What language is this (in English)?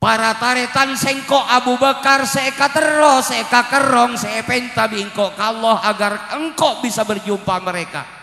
Madurese